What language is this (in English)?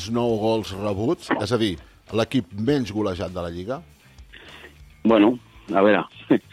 Catalan